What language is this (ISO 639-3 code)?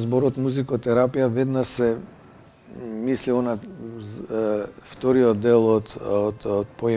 mkd